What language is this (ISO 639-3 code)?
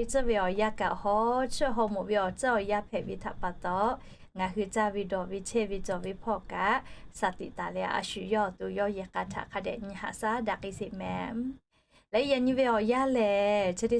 lhu